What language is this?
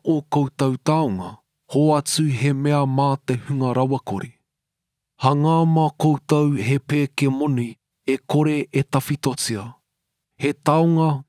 Māori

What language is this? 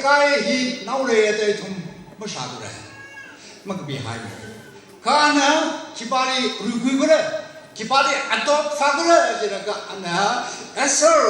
Tangkhul Naga (India)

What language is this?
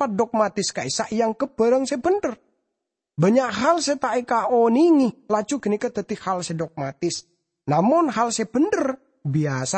Madurese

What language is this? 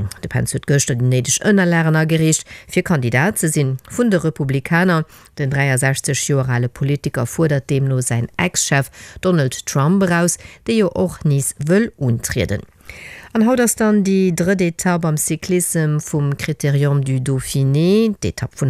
Luxembourgish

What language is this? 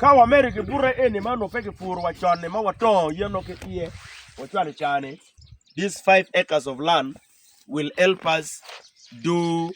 Acoli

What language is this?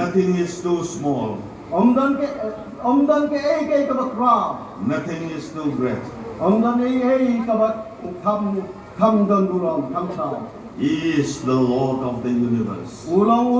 Khasi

